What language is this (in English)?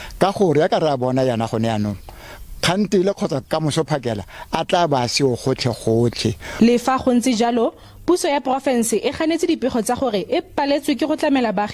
Tswana